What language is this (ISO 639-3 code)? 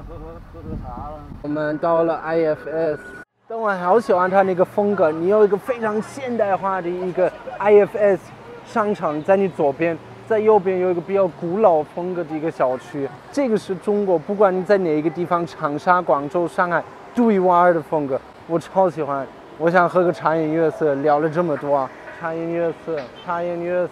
zho